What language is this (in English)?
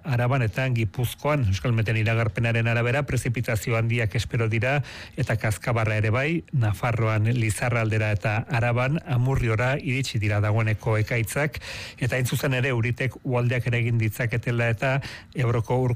Basque